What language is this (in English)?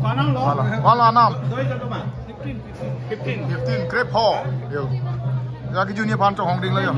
Karbi